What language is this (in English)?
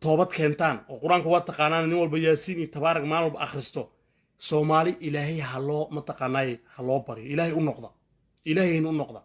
Somali